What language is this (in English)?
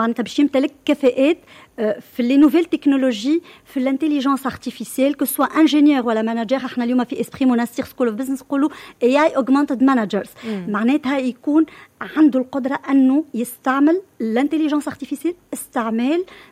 Tunisian Arabic